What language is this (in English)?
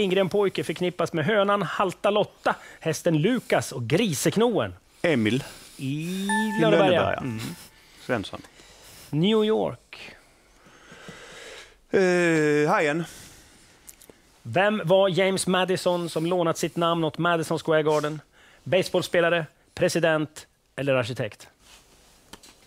Swedish